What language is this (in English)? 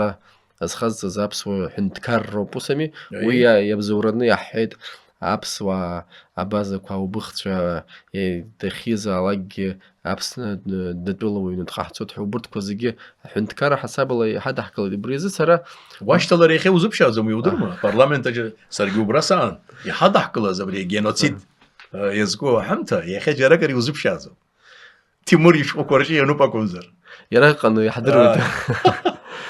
Abkhazian